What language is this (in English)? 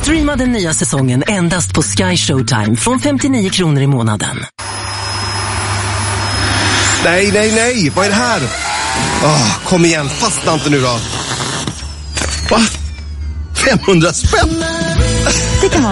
Swedish